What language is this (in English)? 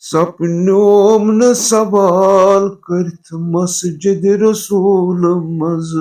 Kashmiri